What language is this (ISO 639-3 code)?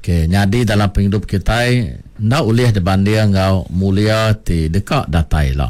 iba